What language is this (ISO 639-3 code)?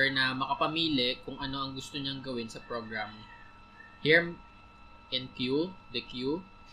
fil